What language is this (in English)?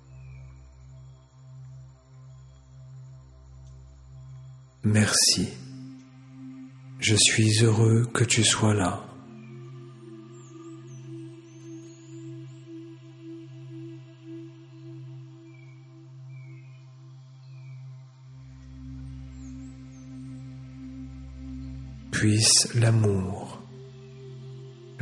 French